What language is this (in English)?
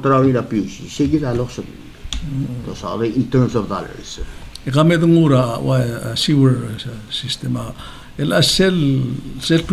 Palauan